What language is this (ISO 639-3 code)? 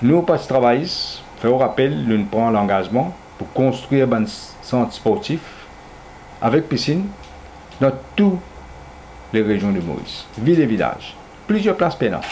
mfe